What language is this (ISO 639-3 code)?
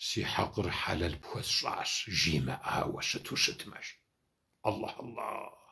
kbd